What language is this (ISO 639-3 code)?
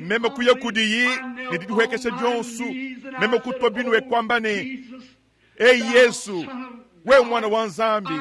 lua